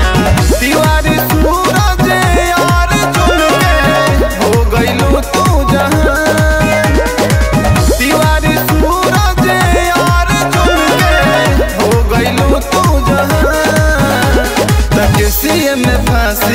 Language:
Bhojpuri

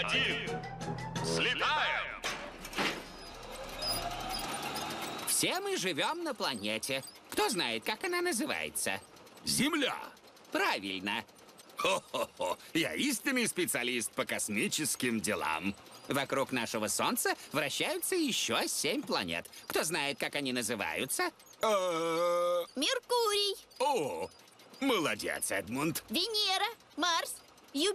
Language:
Russian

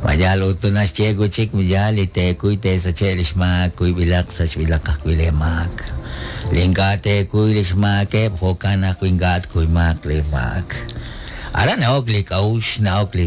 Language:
Kekchí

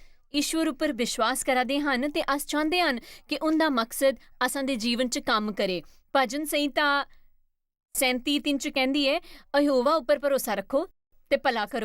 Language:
Dogri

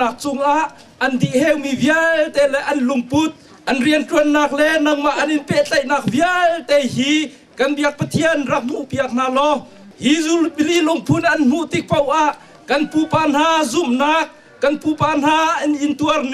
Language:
Hakha Chin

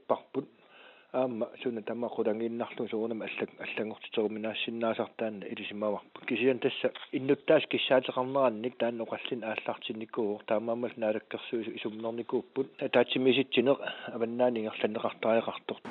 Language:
Kalaallisut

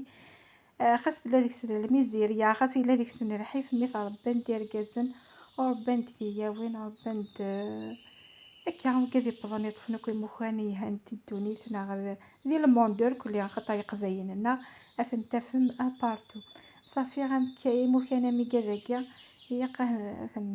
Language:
Kabyle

